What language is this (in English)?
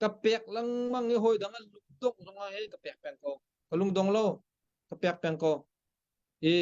Hakha Chin